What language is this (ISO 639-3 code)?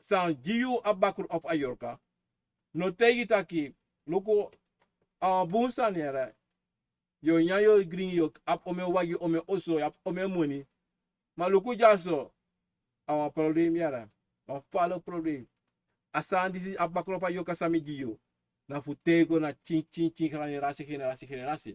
srn